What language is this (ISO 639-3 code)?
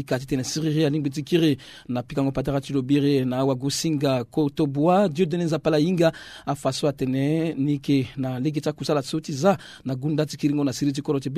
sag